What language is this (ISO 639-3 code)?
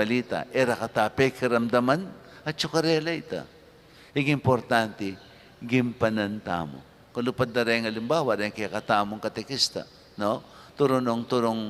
pam